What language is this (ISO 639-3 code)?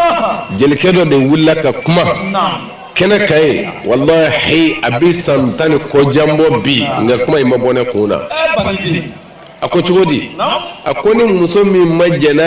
bam